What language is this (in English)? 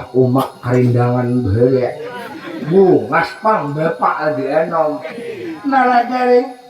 Banjar